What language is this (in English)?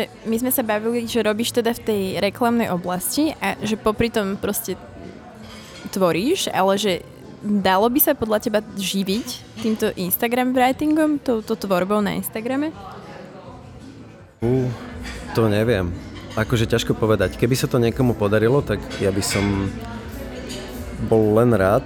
Slovak